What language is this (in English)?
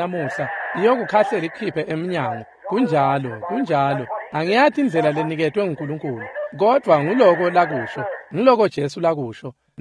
Swati